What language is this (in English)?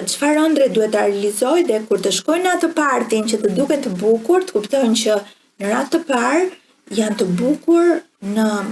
Albanian